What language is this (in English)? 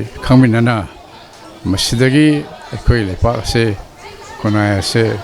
Manipuri